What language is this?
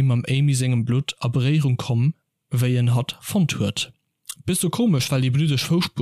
Luxembourgish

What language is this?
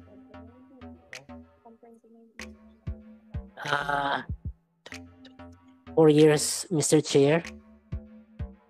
Filipino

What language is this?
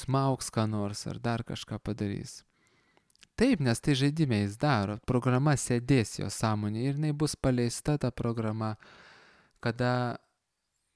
Lithuanian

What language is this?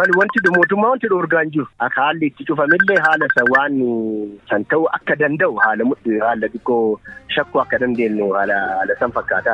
Oromo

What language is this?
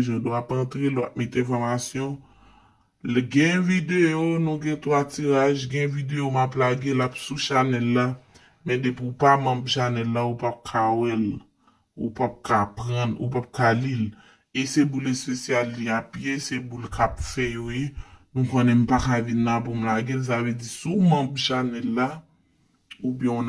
Haitian Creole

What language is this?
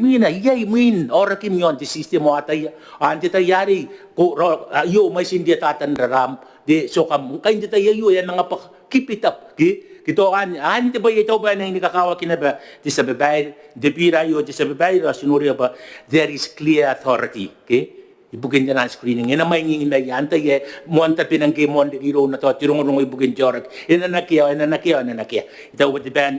Gilbertese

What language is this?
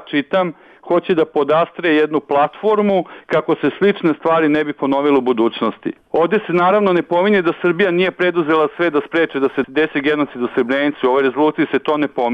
Bosnian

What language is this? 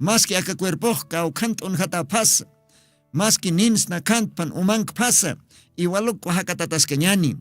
Aymara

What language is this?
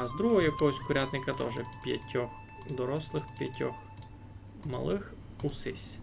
Rusyn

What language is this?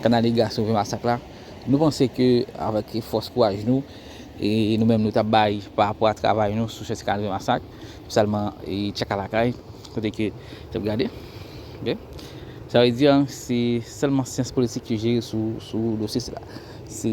Haitian Creole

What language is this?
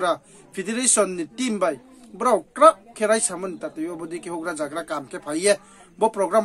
Riang (India)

